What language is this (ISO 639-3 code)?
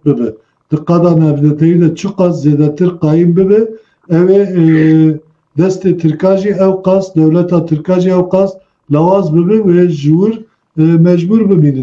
kur